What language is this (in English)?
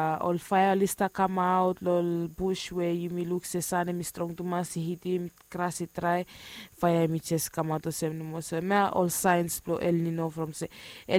Bislama